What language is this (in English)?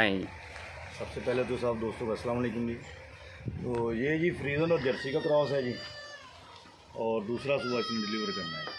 Hindi